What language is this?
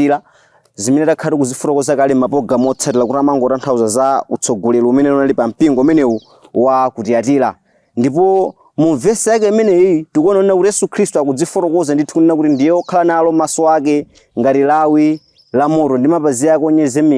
Nyanja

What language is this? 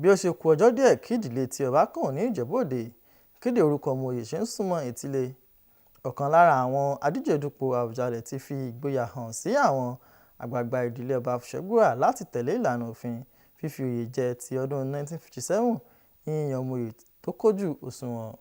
Yoruba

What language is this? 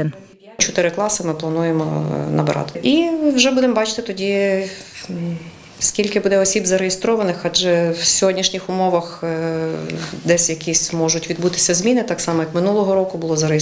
Ukrainian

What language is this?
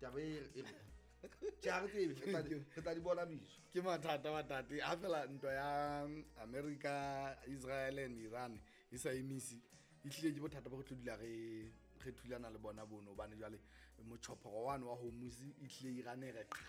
Southern Sotho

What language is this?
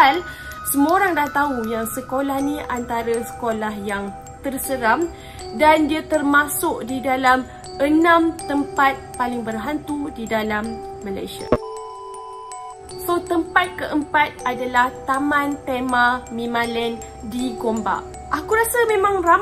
Malay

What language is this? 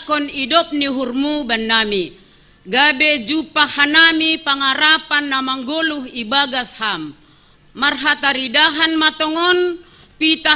Batak Simalungun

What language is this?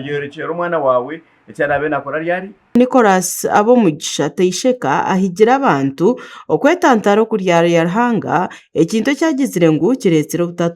Nyankole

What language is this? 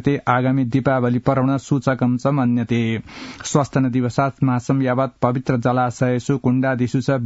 Sanskrit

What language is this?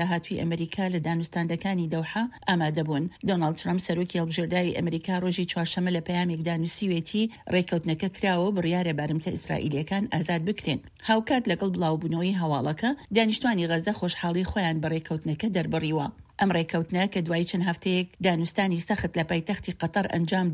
Central Kurdish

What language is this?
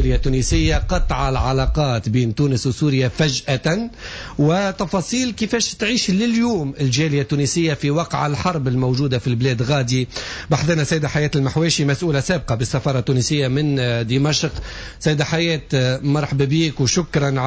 Tunisian Arabic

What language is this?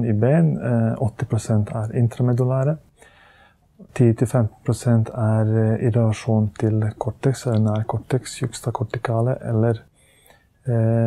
Norwegian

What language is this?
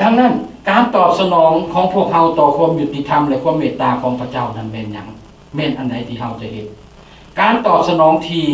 Lao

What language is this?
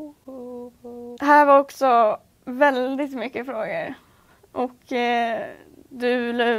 Swedish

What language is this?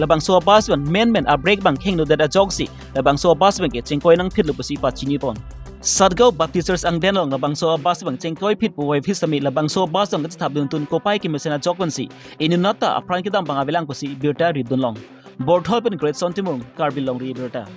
Karbi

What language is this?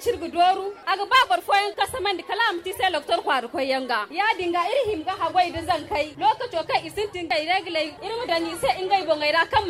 Zarma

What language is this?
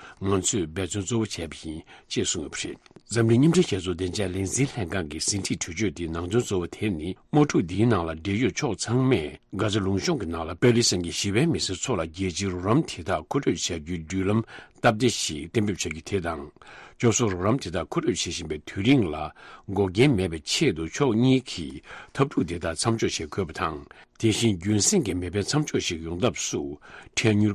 Tibetan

